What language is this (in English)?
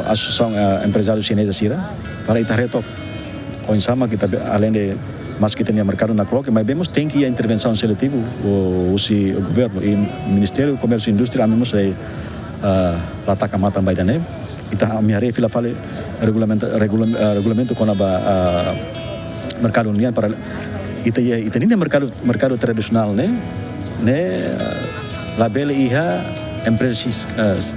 Tetum